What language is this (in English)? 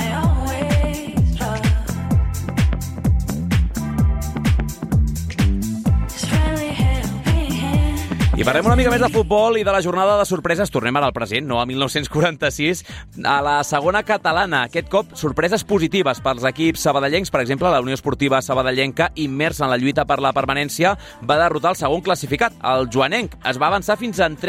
Catalan